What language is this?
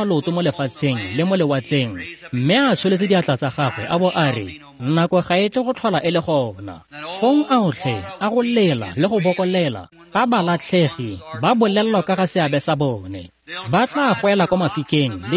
Tswana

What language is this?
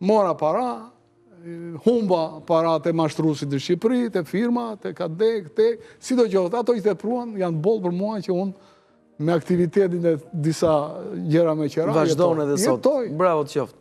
Albanian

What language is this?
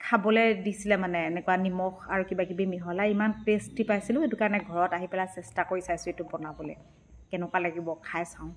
Assamese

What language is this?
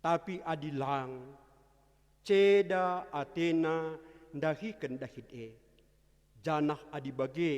Batak Karo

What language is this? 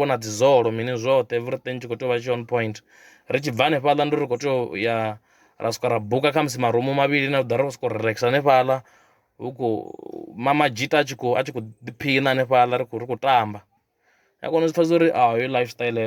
Venda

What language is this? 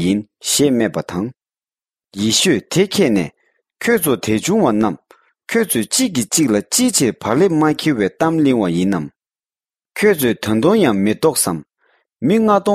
Tibetan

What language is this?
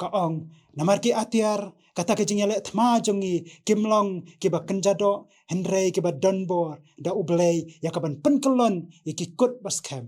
Khasi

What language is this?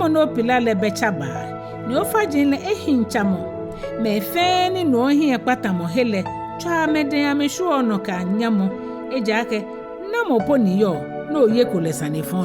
Ga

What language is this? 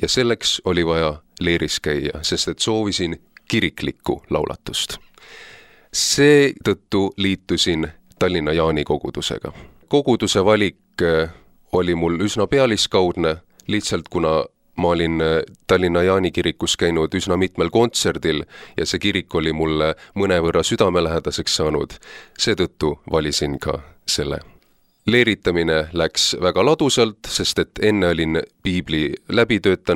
Estonian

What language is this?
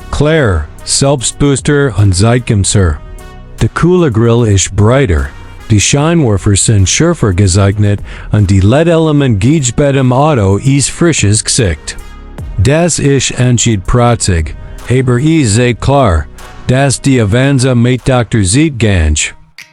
Swiss German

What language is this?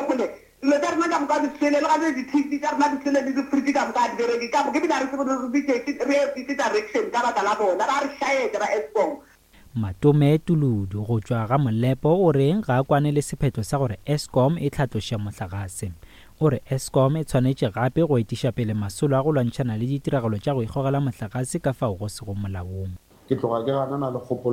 Northern Sotho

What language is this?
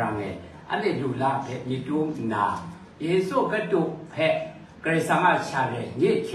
Kachin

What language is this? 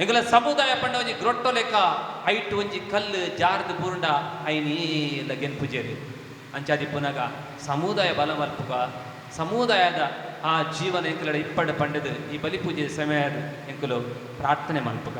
Tulu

